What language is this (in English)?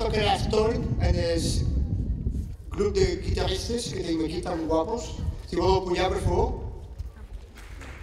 Catalan